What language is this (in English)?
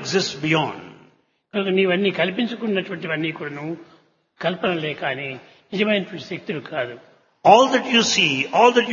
Telugu